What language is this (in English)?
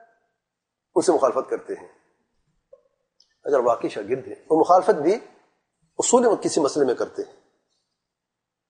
Urdu